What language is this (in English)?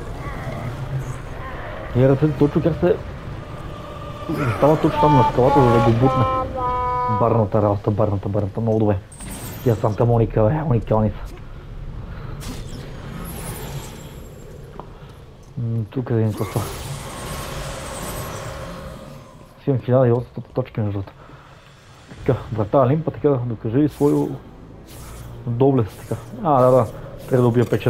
Bulgarian